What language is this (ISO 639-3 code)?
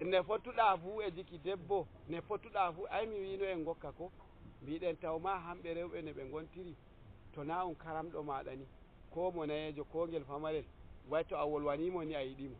fuv